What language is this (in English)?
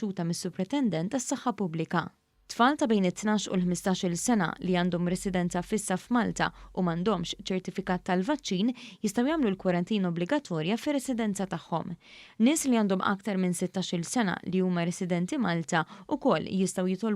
Maltese